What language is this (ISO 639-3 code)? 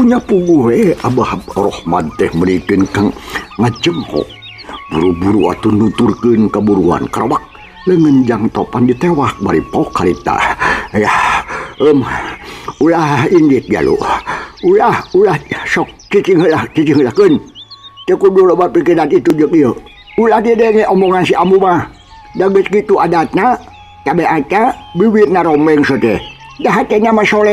sun